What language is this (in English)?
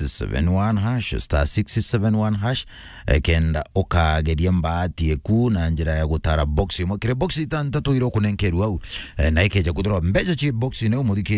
Meru